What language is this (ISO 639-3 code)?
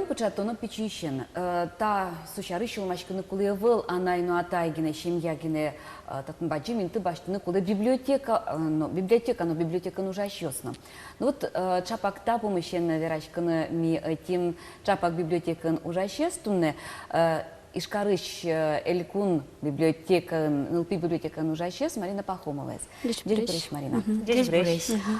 udm